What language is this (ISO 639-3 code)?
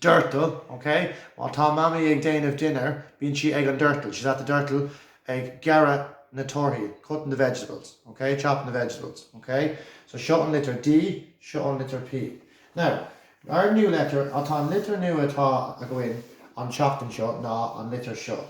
gle